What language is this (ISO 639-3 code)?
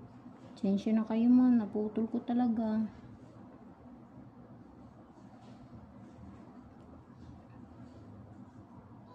fil